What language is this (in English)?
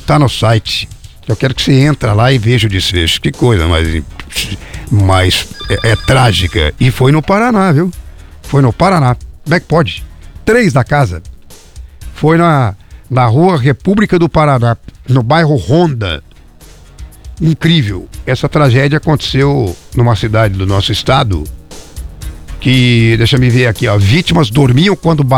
Portuguese